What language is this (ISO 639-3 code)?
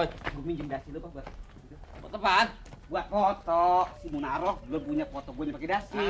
bew